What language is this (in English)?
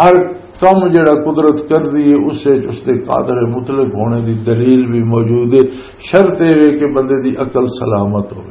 Western Panjabi